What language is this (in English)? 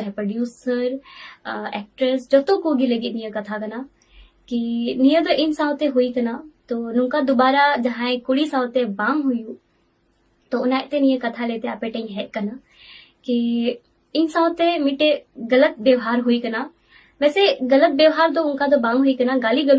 Santali